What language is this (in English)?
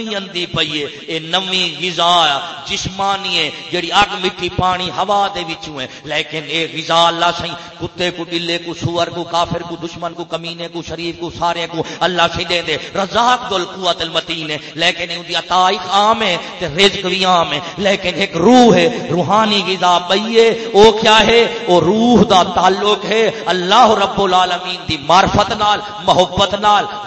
Saraiki